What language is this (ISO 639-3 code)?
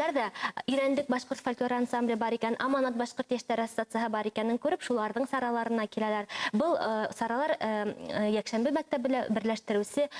bak